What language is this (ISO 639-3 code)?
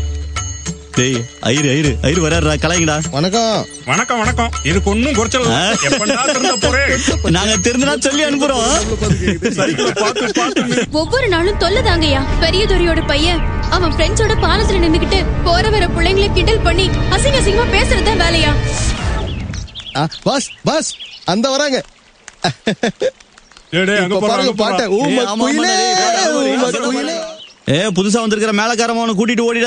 tam